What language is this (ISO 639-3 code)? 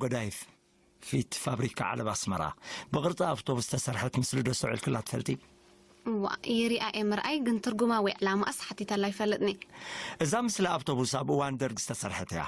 tir